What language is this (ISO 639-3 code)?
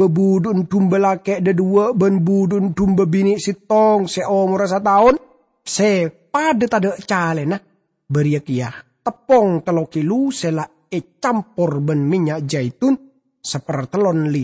mad